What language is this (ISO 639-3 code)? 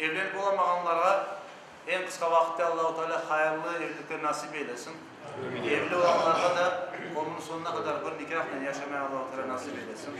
crh